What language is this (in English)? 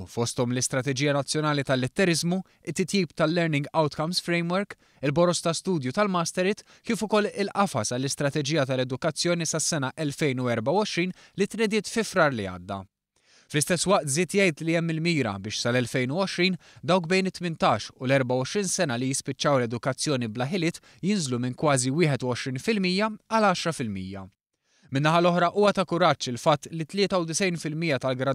Maltese